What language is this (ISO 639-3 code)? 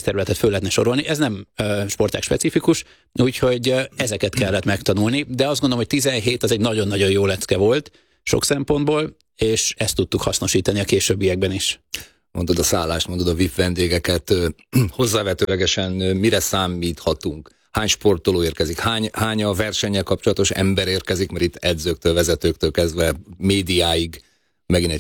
hun